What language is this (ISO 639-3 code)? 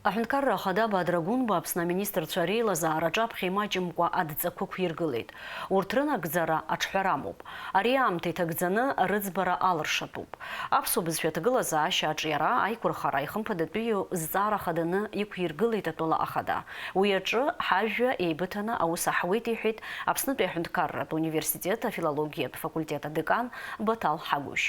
abk